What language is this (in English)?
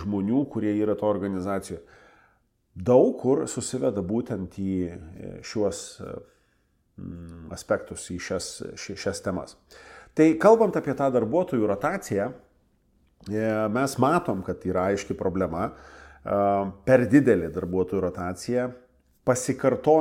Lithuanian